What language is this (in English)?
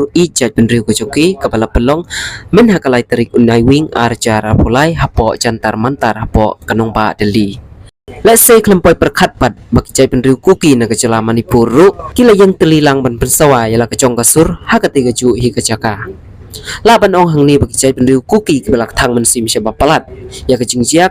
Khasi